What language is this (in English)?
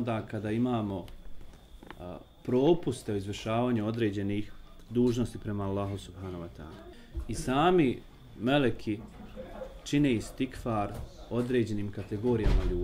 Bosnian